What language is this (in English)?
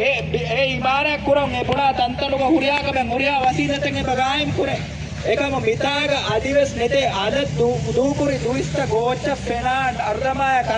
Divehi